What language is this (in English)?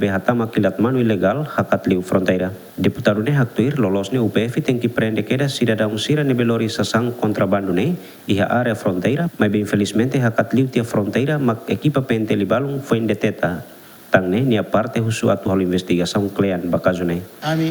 Tetum